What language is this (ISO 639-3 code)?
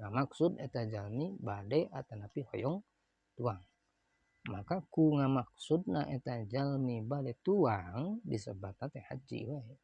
sun